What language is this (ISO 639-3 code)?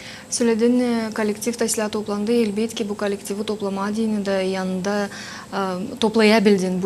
gag